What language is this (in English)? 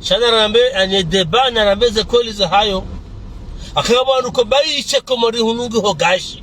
Ngazidja Comorian